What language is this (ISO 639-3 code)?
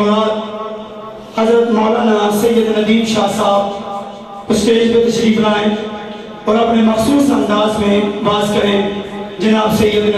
urd